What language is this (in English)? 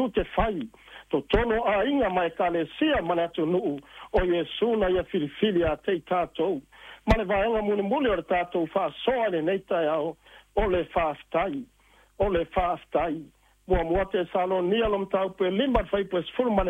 Samoan